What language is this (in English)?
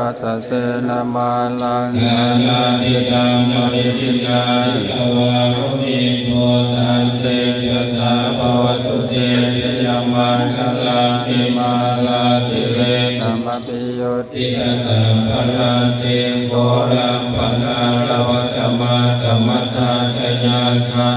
Pali